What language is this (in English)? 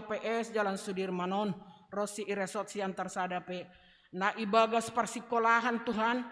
Batak Simalungun